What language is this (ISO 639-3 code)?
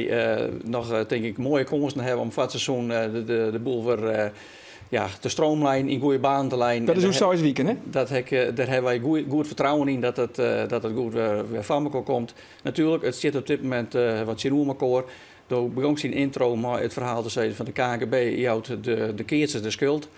fry